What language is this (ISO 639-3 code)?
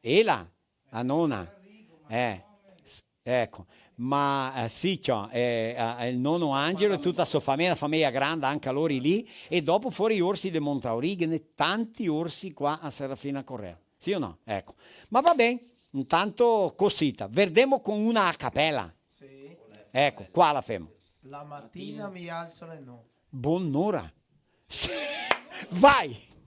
vec